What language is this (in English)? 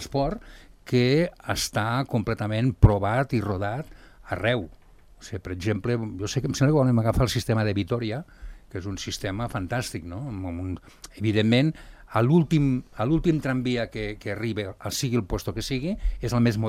Catalan